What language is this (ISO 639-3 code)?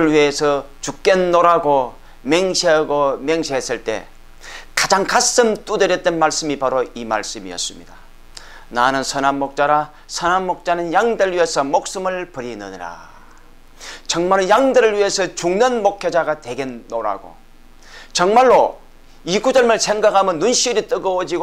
kor